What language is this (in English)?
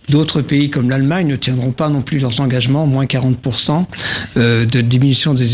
French